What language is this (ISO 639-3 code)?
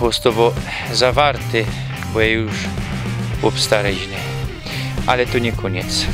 szl